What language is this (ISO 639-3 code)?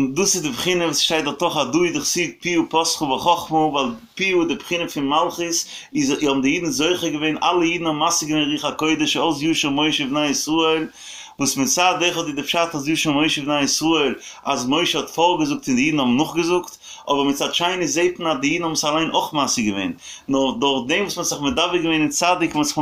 yid